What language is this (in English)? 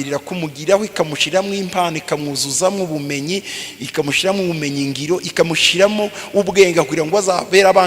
Kinyarwanda